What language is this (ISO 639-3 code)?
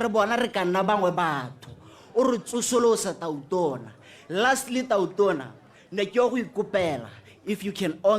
tsn